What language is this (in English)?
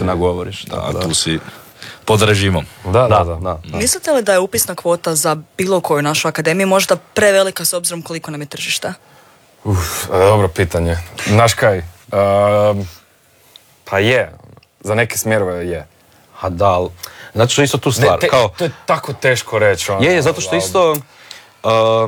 Croatian